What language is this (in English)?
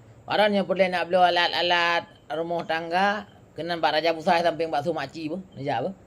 Achinese